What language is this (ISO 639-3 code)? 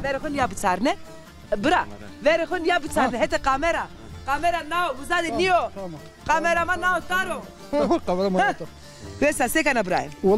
zza